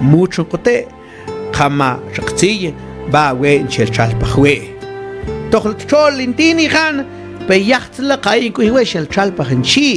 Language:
Mam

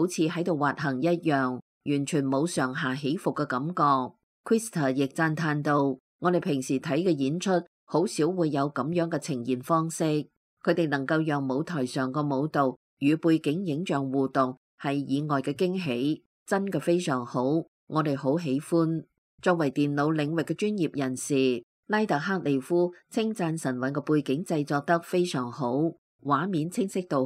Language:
Cantonese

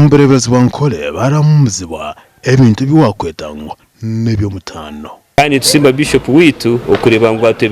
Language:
Nyankole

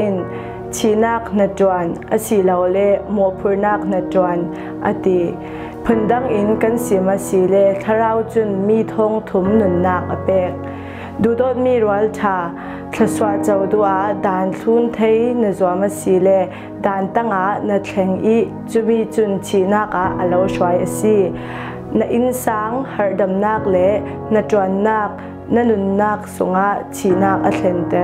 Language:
Falam Chin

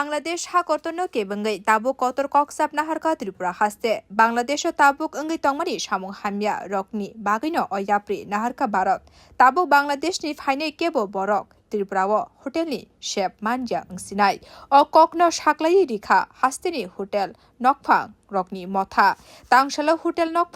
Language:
Kok Borok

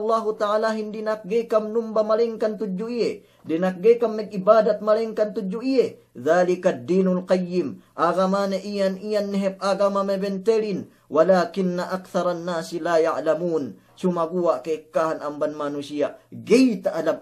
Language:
Yakan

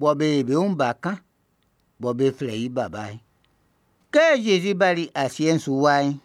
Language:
Baoulé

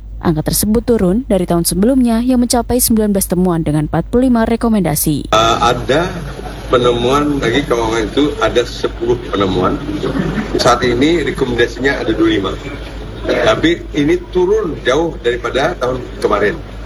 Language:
Indonesian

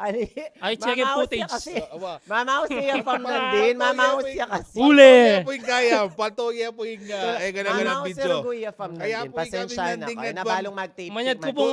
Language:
Pampanga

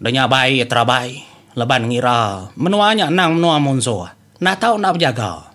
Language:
Iban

